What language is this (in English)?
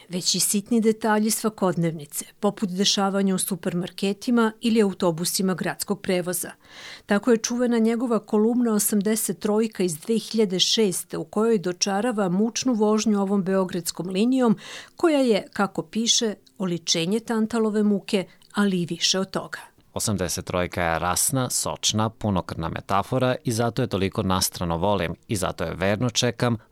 Serbian